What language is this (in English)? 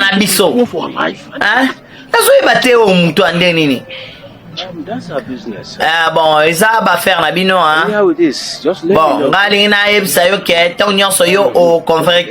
Lingala